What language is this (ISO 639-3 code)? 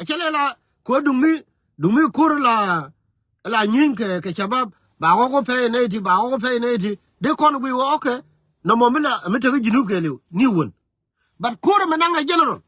nus